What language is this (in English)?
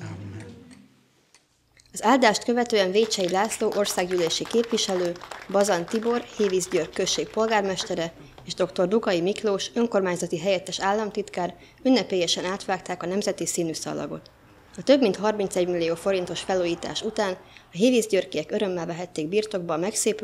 Hungarian